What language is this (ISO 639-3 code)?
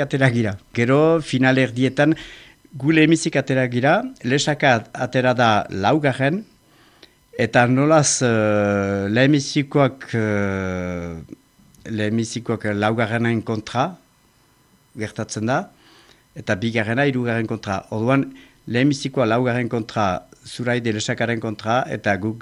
eus